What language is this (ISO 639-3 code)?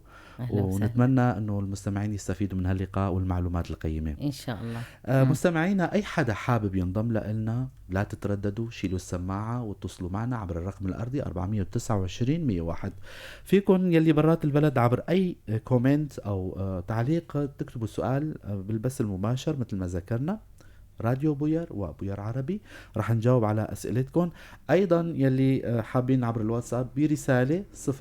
apc